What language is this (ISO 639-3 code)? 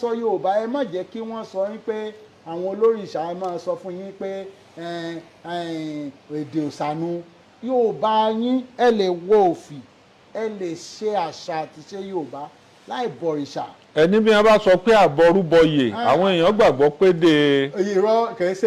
yor